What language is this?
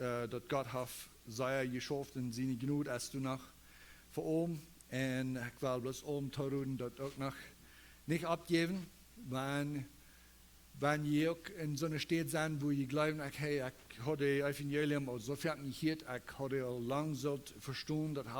Plautdietsch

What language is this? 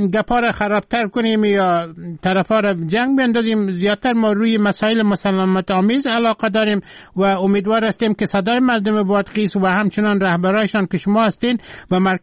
Persian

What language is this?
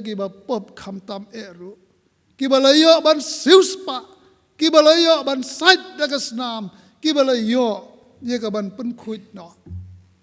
Khasi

